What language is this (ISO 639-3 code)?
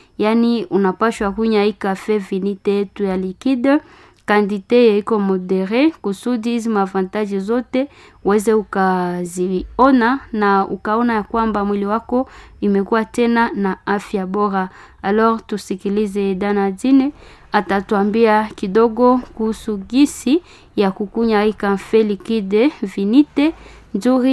swa